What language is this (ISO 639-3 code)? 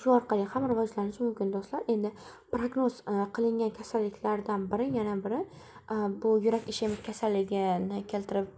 uzb